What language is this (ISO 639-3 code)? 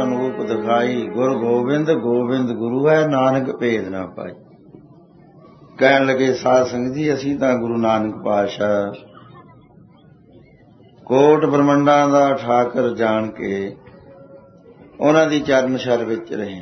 pan